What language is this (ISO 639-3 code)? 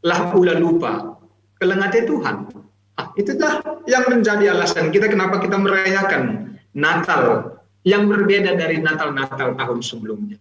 btx